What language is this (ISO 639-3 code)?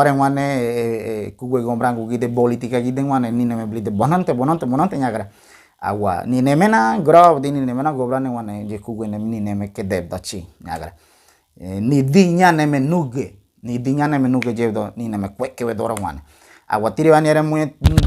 gym